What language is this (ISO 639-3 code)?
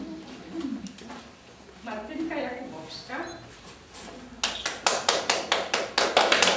pol